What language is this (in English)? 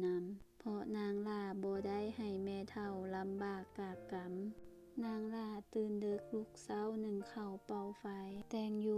Lao